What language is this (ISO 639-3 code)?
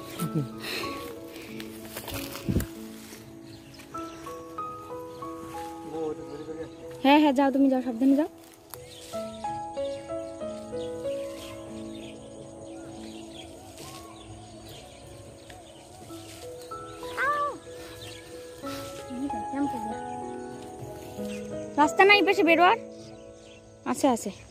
ben